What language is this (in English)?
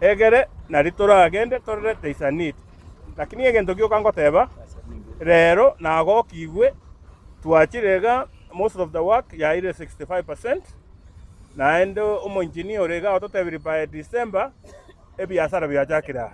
Gusii